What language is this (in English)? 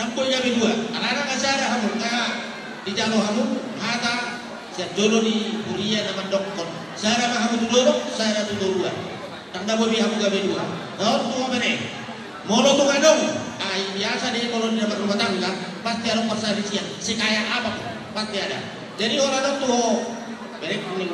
Batak Toba